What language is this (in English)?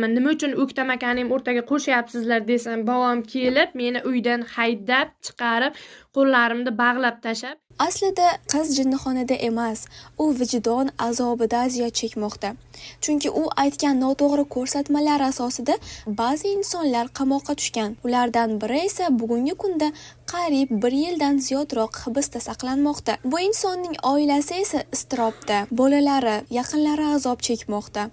Uzbek